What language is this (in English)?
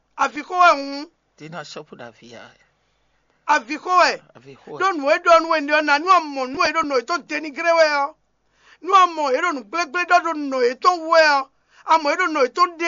Fon